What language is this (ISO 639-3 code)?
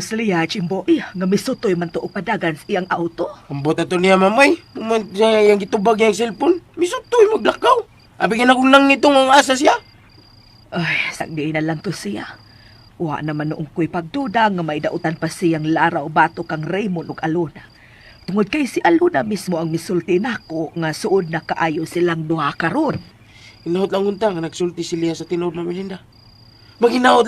ceb